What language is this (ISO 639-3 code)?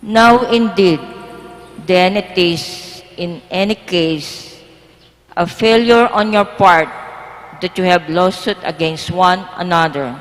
pam